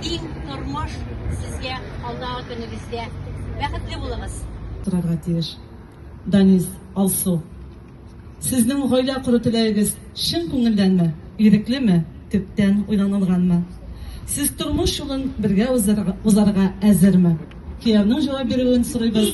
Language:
Tatar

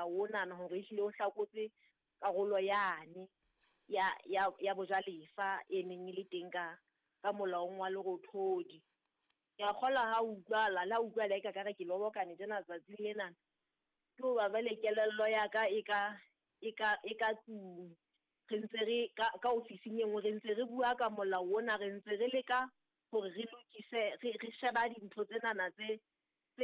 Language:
Southern Sotho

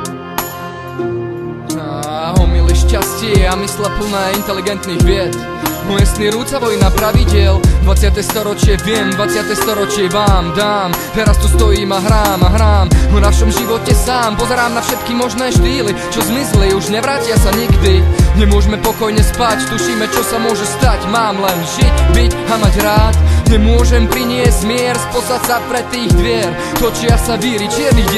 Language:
Slovak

